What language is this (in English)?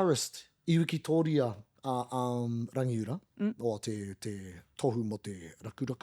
Māori